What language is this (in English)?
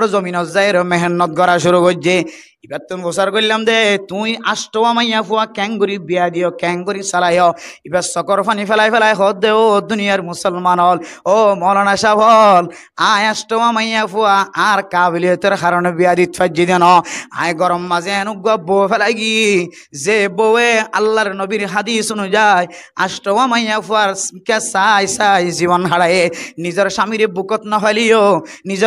Rohingya